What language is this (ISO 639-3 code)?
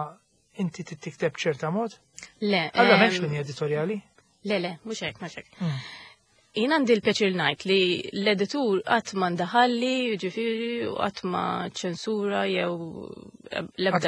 mlt